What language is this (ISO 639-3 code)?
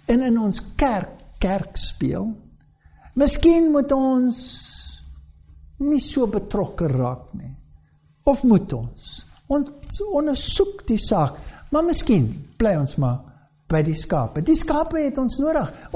afr